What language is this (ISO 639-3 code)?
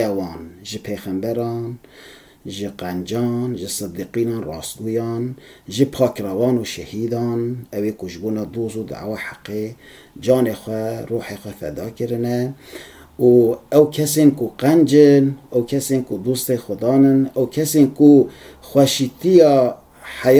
kur